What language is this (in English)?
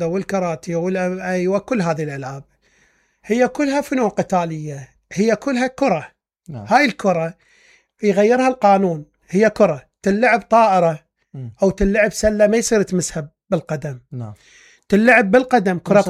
Mesopotamian Arabic